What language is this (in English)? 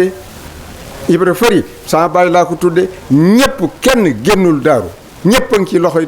Wolof